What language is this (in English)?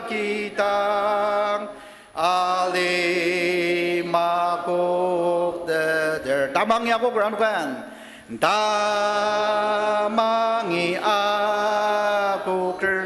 Ao Naga